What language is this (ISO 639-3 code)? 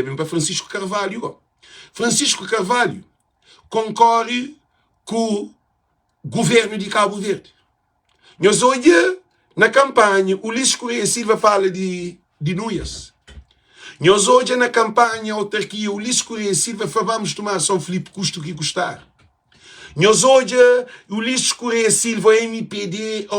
kea